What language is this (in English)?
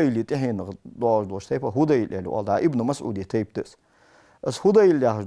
Ingush